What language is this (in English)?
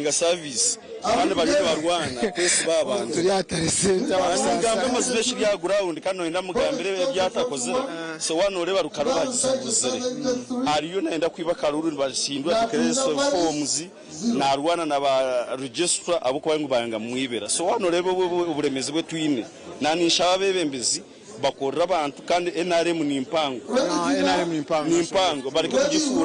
Nyankole